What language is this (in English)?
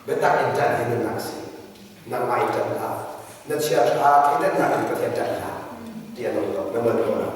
Hakha Chin